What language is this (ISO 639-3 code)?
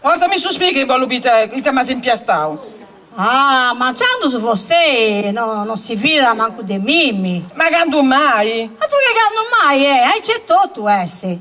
srd